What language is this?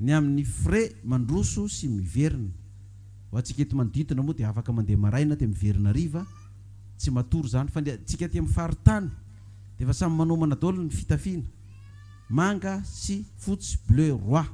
Malagasy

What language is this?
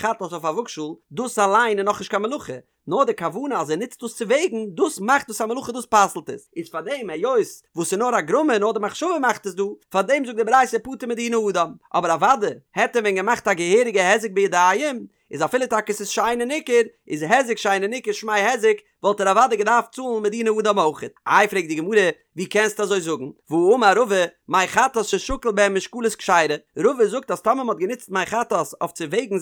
Yiddish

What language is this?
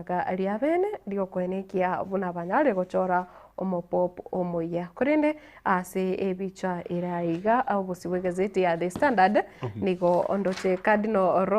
Gusii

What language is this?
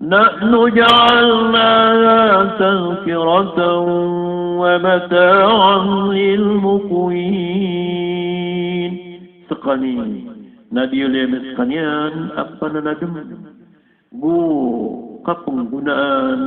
Maranao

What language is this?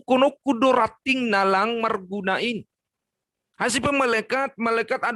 Batak Simalungun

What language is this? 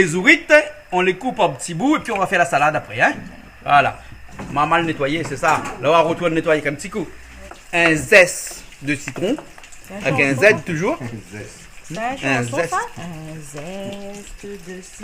Réunion Creole French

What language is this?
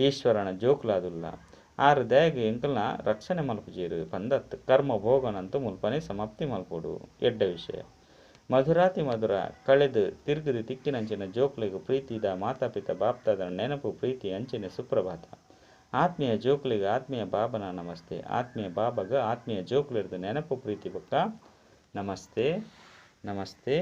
Tulu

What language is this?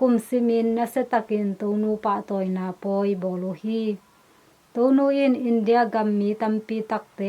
Tedim Chin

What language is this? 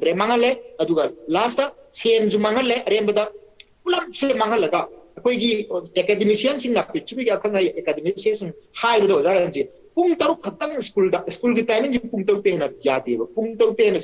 Manipuri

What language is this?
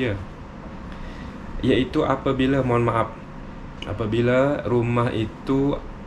Malay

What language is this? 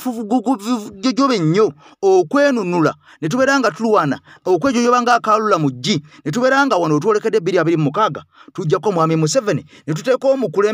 Ganda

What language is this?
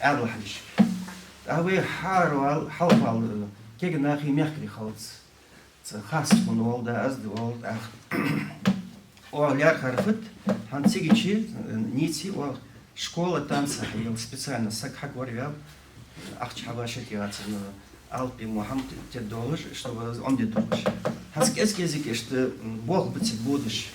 Ingush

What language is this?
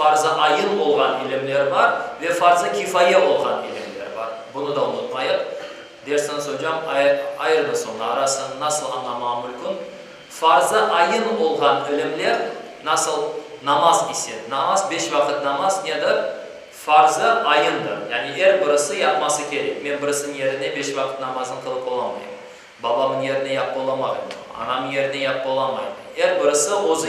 Crimean Tatar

